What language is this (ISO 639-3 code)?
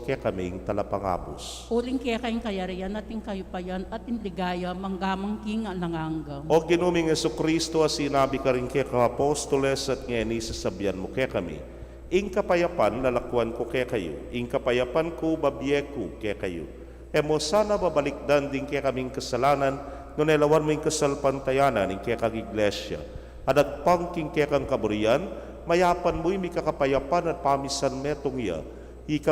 pam